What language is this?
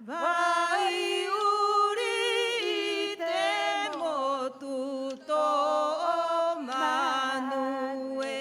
Rapanui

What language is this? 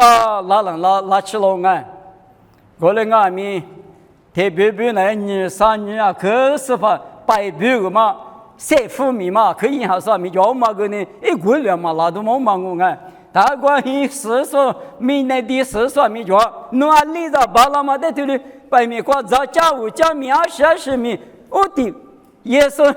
Lisu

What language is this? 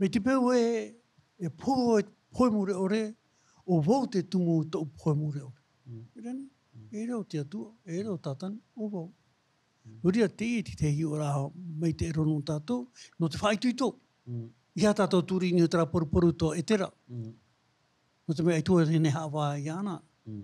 Tahitian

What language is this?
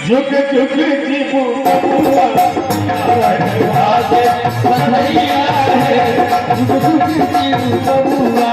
Maithili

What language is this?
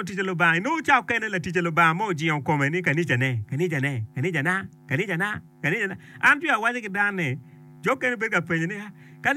Acoli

